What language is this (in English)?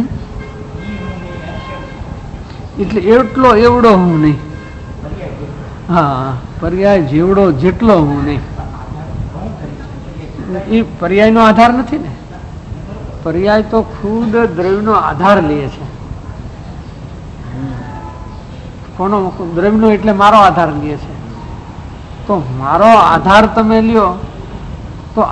Gujarati